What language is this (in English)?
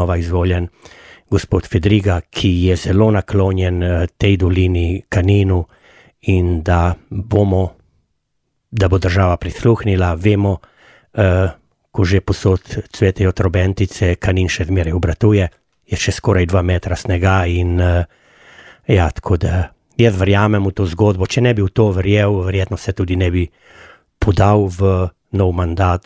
Slovenian